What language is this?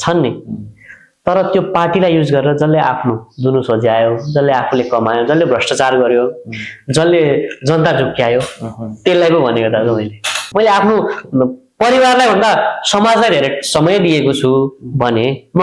Nepali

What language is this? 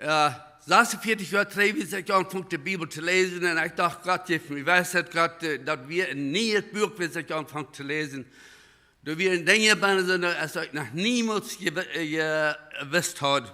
Plautdietsch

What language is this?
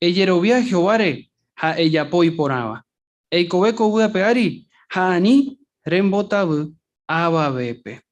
Guarani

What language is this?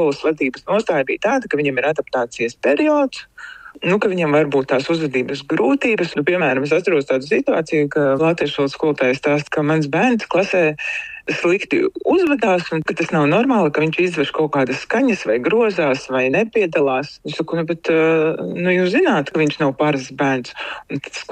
Latvian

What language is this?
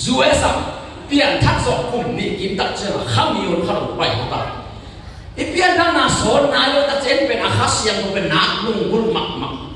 Tedim Chin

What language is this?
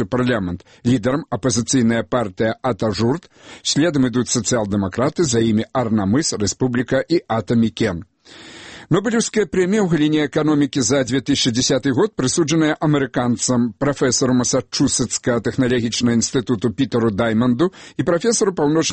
Belarusian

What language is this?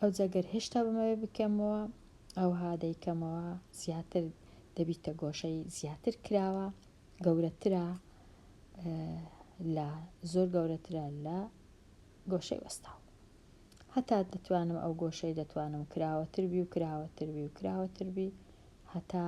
Central Kurdish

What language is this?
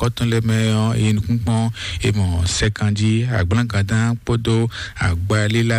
Fon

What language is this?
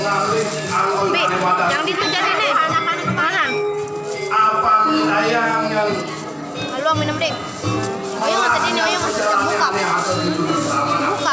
Balinese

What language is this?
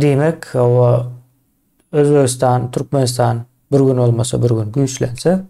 Turkmen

